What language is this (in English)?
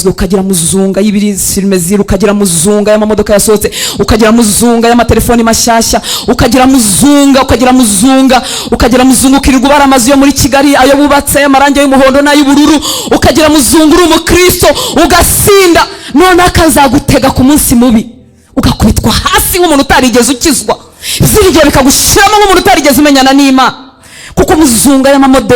Kinyarwanda